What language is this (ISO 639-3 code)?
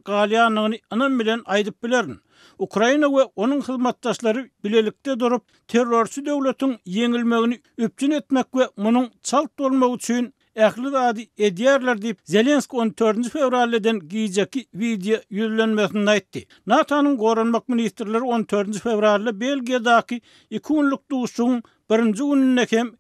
tuk